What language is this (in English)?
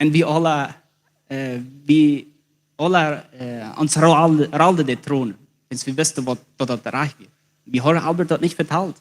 Plautdietsch